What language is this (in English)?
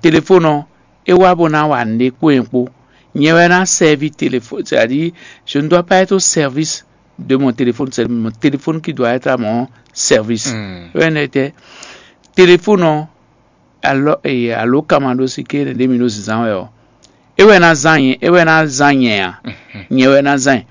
Fon